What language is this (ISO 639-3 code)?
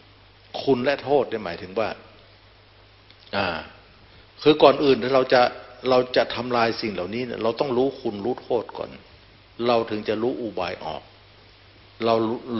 tha